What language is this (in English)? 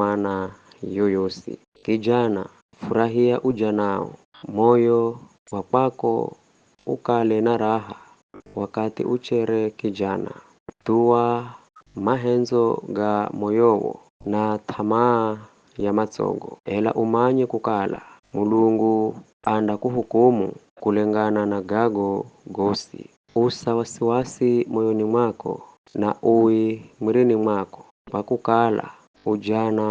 Giryama